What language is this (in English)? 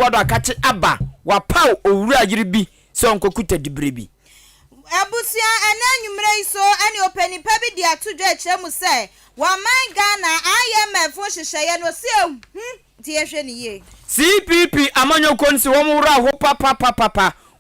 Akan